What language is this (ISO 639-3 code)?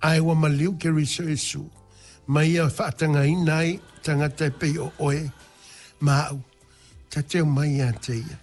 smo